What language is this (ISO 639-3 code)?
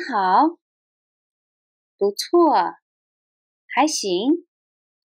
zho